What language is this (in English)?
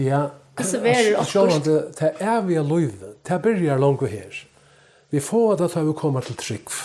Faroese